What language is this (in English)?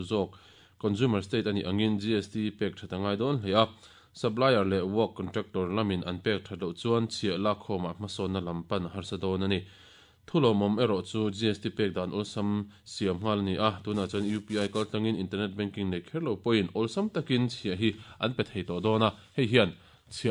Mizo